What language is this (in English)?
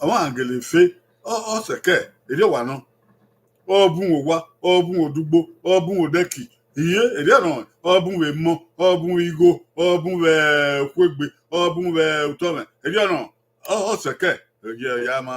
Bini